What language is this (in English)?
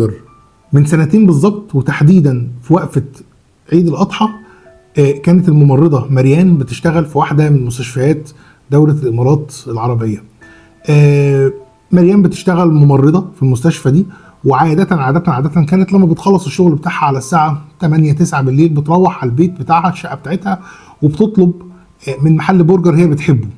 Egyptian Arabic